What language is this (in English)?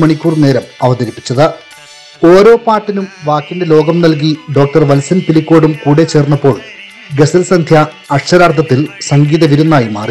Malayalam